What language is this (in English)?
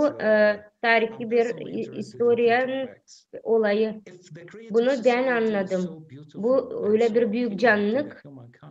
Gagauz